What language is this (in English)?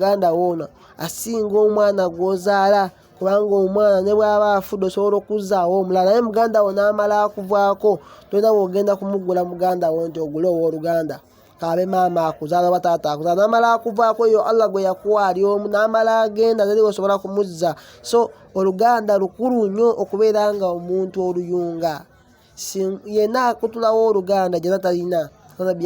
Ganda